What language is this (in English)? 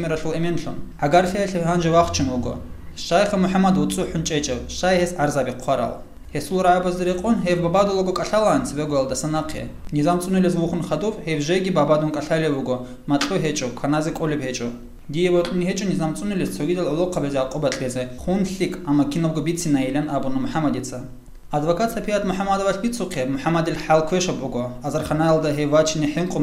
Avaric